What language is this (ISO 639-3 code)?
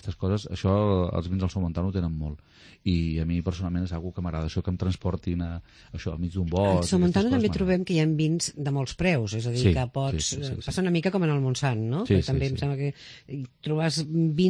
cat